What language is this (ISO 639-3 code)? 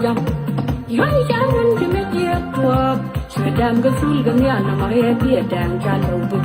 nus